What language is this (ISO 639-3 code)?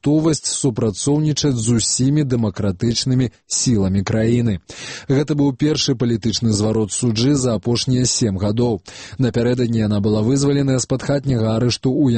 bel